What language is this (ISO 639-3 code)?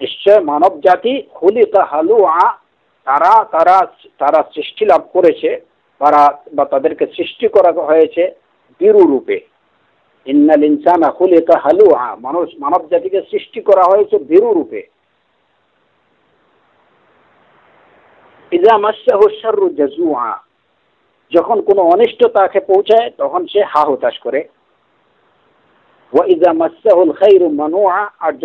ben